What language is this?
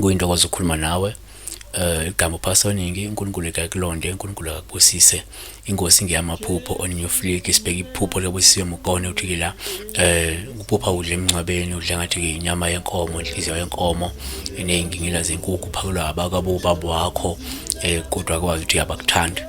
Zulu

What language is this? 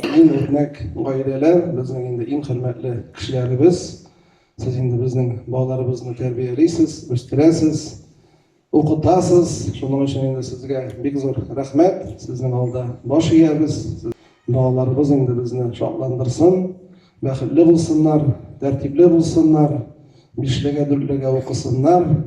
Tatar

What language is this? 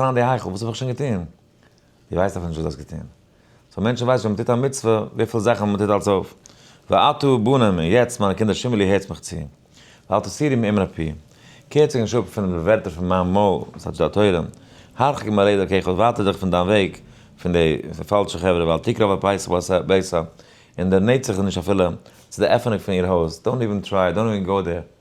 Yiddish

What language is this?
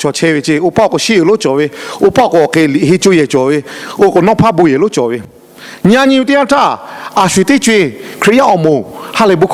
Lahu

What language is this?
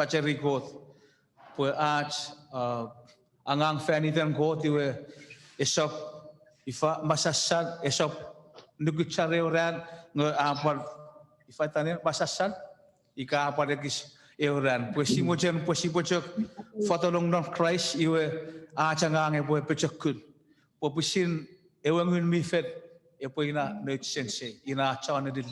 Chuukese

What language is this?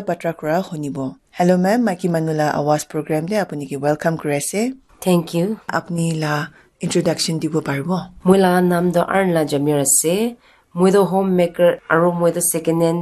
Naga Pidgin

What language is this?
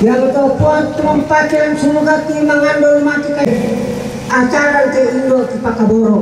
Toraja-Sa'dan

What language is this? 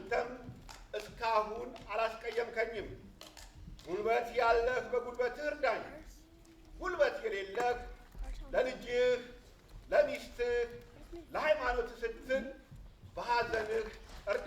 Amharic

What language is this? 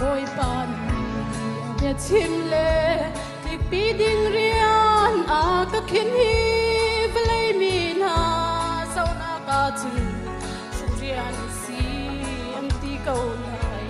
Hakha Chin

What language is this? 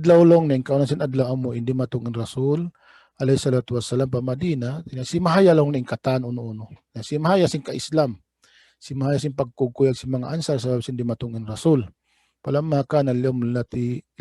Tausug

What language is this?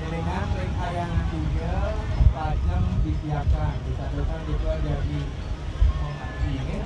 Balinese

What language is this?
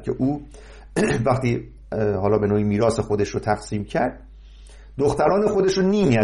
Persian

